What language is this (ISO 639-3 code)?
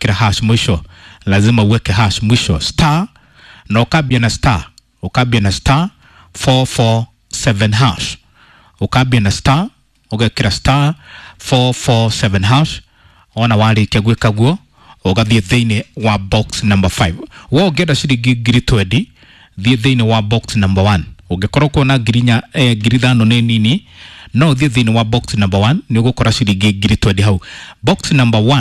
kik